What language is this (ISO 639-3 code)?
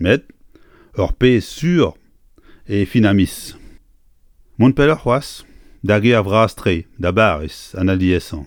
bre